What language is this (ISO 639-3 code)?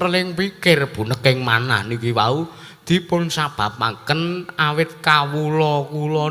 jav